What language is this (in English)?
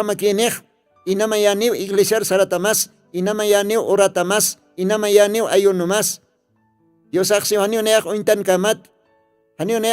Aymara